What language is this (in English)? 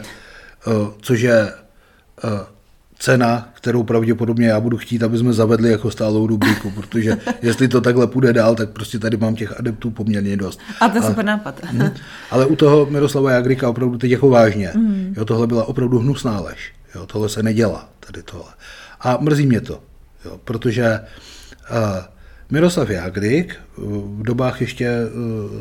Czech